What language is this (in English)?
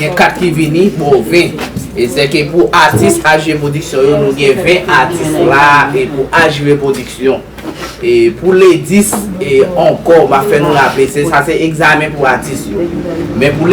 Haitian Creole